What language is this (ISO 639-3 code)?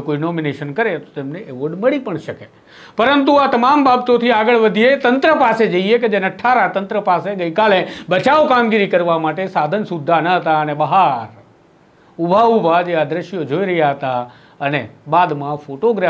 guj